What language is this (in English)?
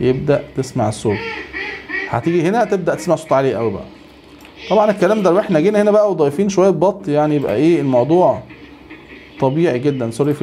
Egyptian Arabic